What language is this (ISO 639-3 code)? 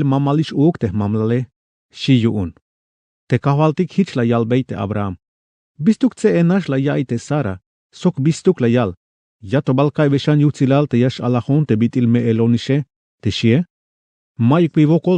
tzh